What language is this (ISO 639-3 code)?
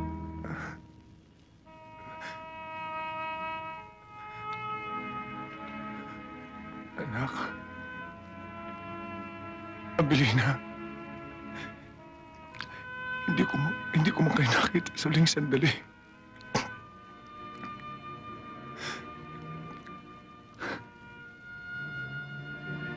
fil